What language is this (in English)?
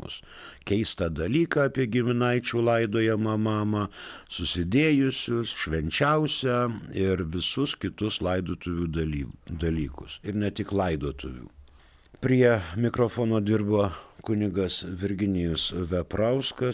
Lithuanian